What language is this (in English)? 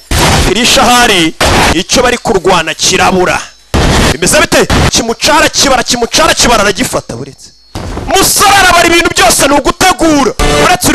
Kinyarwanda